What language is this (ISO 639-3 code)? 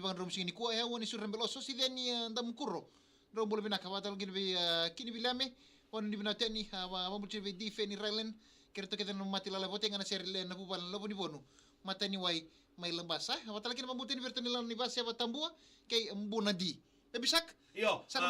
fij